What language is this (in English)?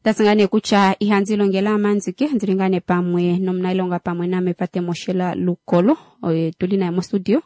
Kuanyama